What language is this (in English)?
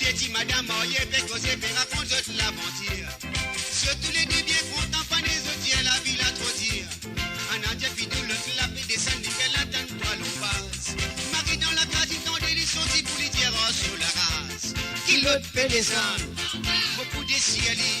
Morisyen